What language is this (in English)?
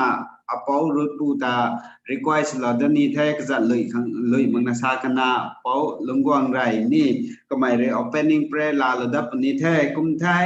Rongmei Naga